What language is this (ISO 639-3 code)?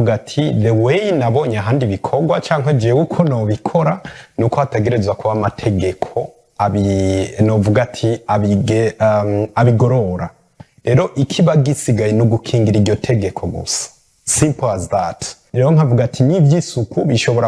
run